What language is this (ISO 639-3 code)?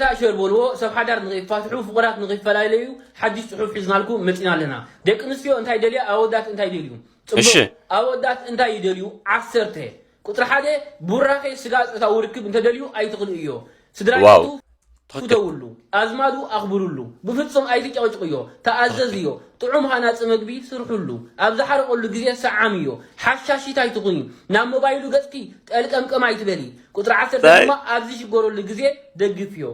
tir